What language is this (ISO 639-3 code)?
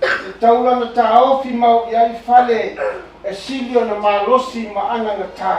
smo